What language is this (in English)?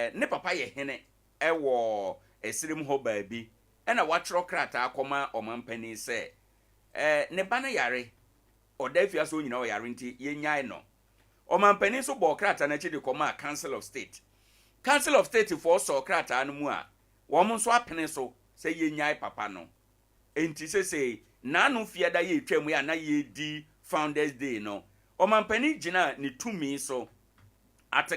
Akan